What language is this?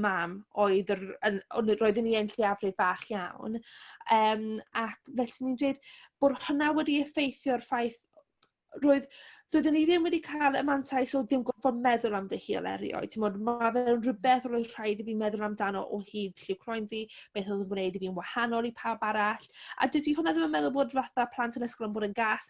Welsh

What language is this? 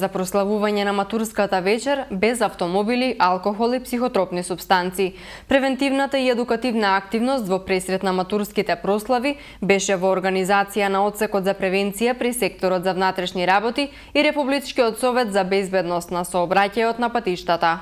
Macedonian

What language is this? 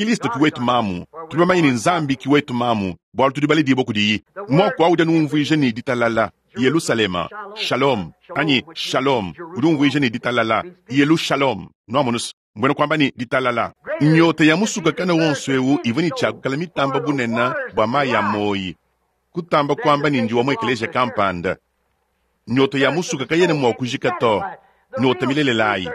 Luba-Lulua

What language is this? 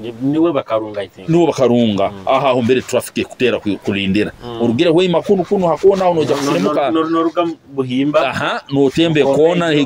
Nyoro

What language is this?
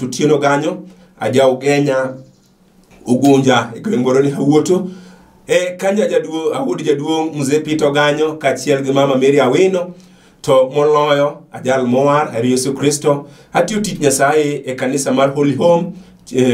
Luo (Kenya and Tanzania)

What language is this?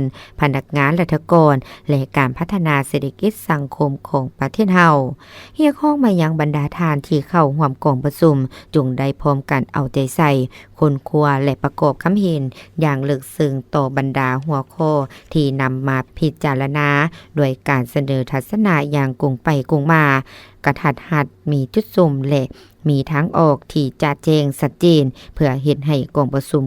Lao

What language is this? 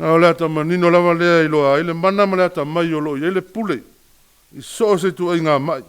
Samoan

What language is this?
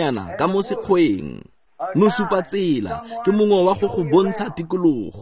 Tswana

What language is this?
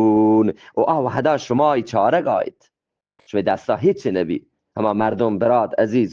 Eastern Balochi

